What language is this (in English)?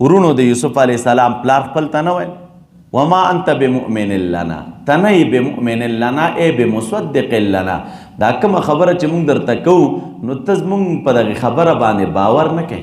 Pashto